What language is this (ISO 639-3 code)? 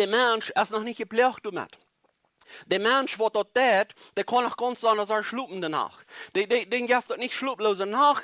pdt